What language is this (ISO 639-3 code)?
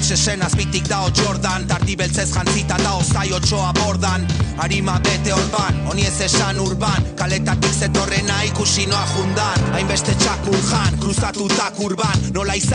eus